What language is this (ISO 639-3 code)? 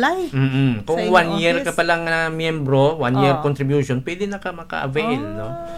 hil